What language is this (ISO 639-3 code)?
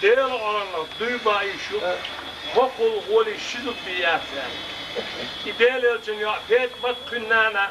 che